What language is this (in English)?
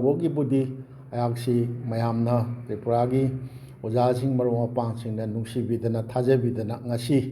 Manipuri